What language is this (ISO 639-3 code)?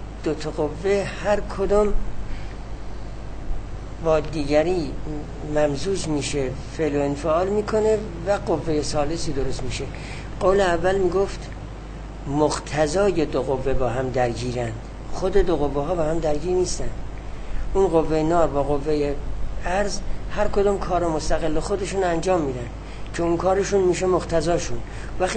fas